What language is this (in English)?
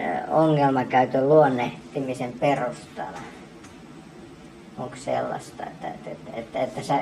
Finnish